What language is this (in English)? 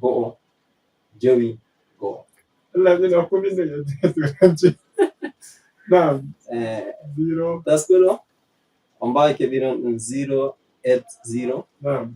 Fula